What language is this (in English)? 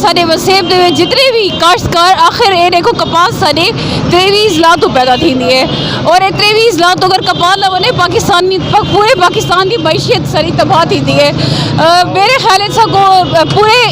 Saraiki